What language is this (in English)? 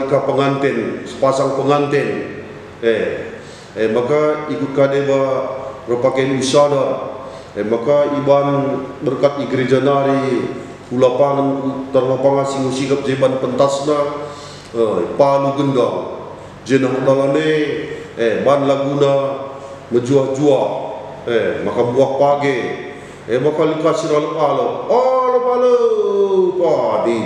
Batak Karo